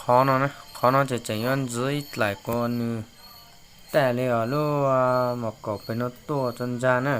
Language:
Hmong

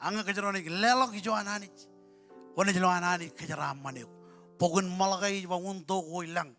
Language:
Marshallese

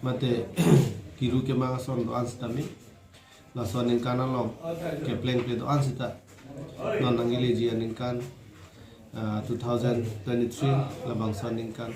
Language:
Karbi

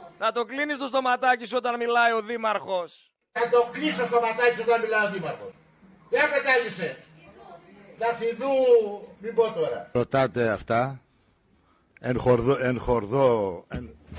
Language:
Greek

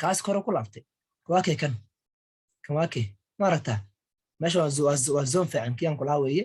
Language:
Somali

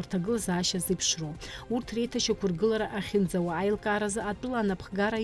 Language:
Abkhazian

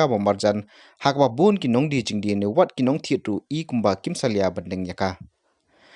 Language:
Khasi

